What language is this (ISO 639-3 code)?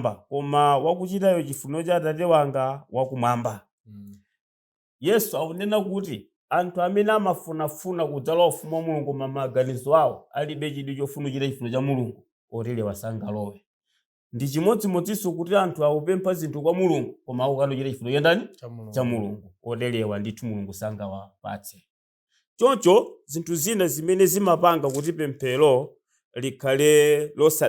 nya